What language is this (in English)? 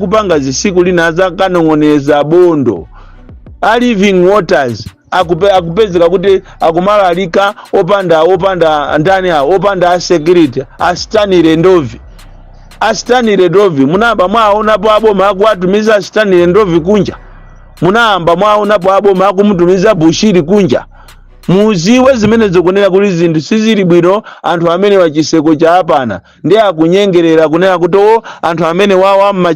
Nyanja